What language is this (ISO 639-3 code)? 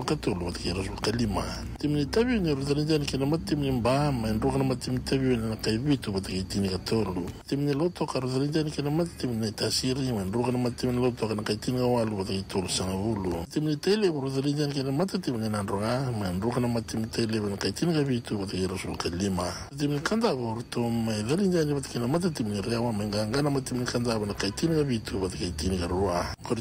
fij